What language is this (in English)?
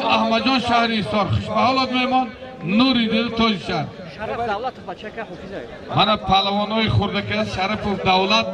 Tajik